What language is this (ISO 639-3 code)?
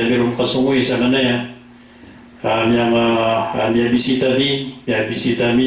mrw